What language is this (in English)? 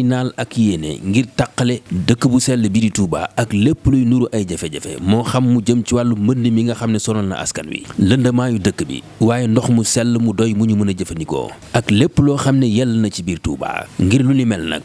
Wolof